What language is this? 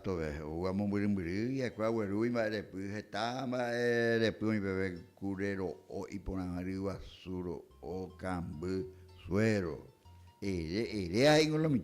Guarani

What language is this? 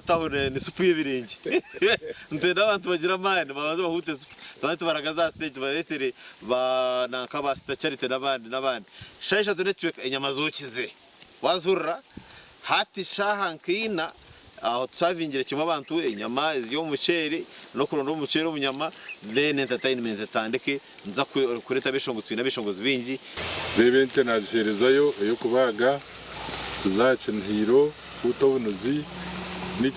Nyankole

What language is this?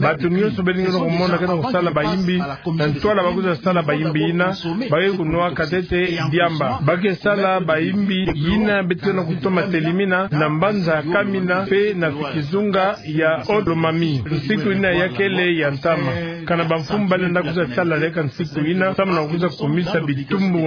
Kituba (Democratic Republic of Congo)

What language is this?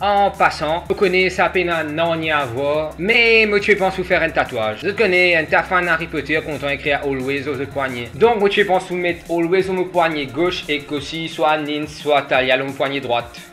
Morisyen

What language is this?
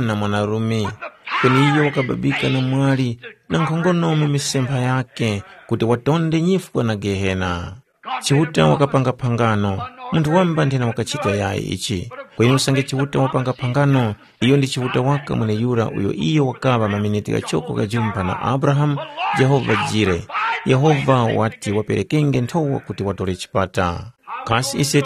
Tumbuka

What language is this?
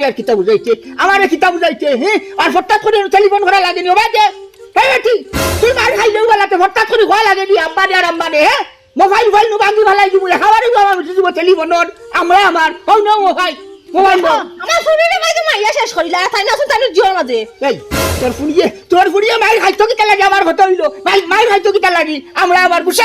Sylheti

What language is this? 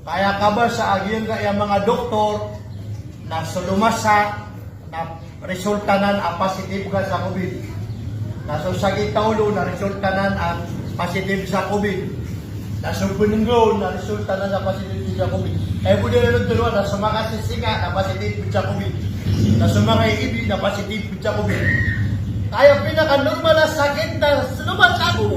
Maranao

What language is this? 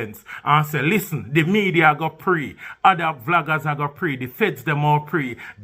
Jamaican Creole English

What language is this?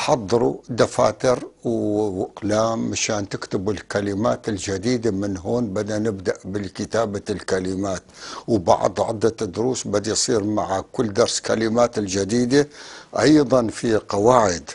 North Levantine Arabic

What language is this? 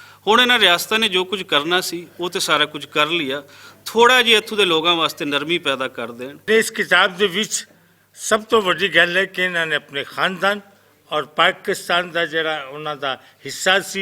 Western Panjabi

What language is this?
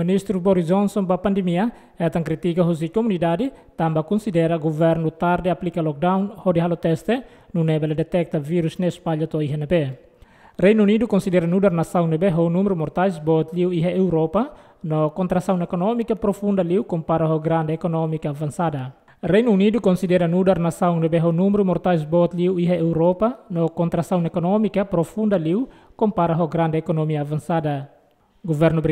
Tetum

